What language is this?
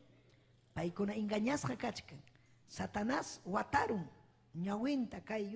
Ayacucho Quechua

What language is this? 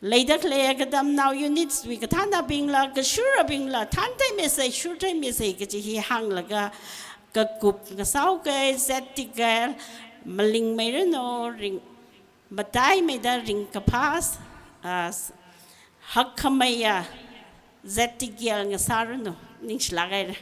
Tangkhul Naga (India)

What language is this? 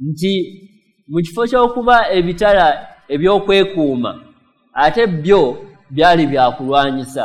Ganda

